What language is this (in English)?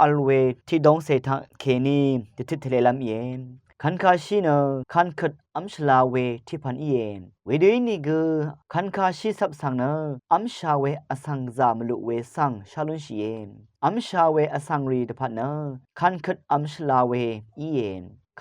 Rawang